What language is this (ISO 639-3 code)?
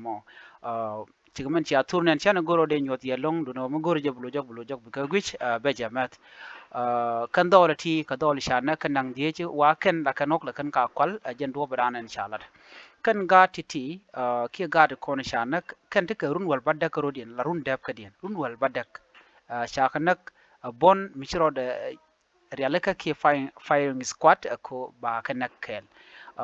nus